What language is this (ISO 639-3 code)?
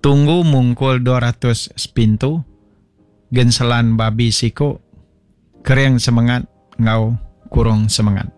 iba